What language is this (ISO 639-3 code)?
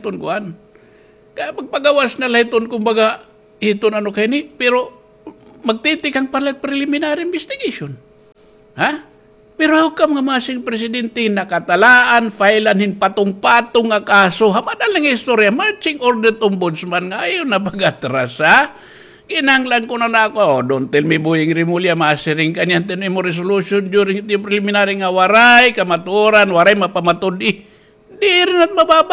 war